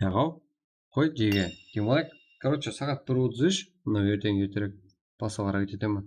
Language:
Kara-Kalpak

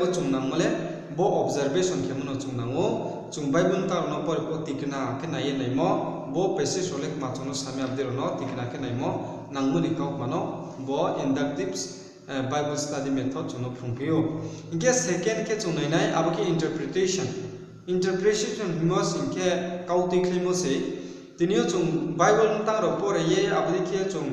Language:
Riang (India)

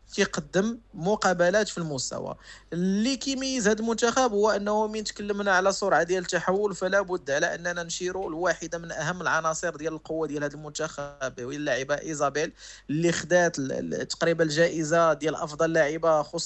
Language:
Moroccan Arabic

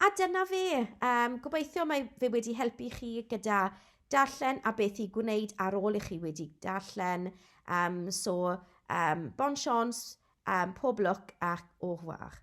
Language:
Welsh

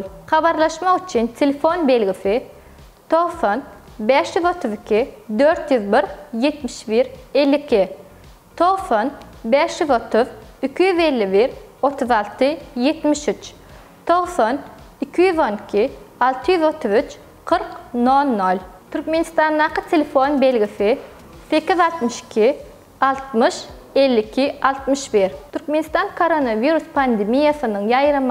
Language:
Turkmen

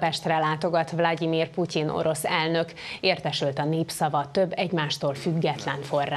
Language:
Hungarian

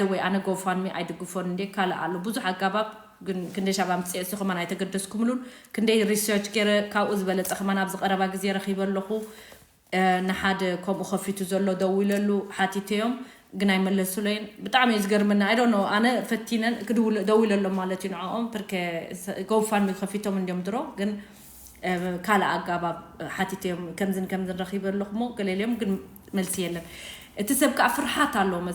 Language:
Tigrinya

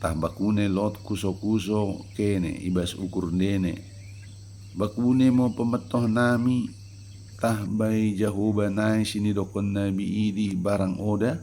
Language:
Batak Dairi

